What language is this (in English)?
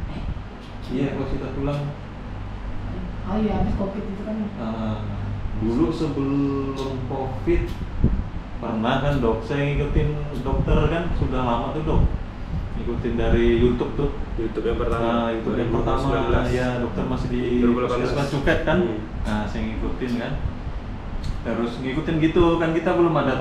Indonesian